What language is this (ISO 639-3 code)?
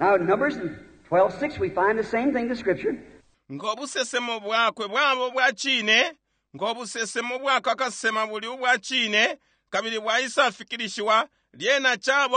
bem